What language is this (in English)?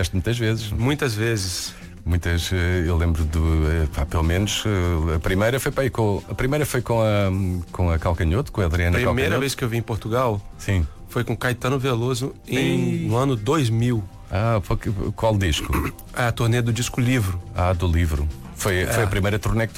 Portuguese